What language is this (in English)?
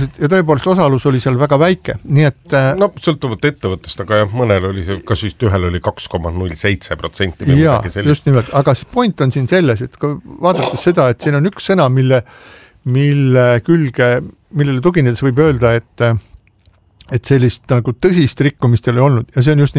Estonian